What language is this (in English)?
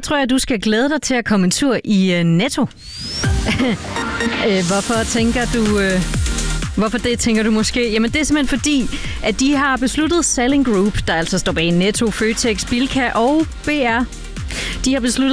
Danish